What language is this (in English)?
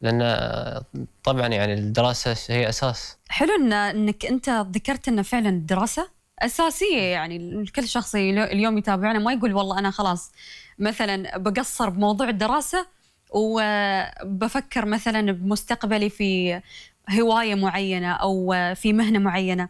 Gulf Arabic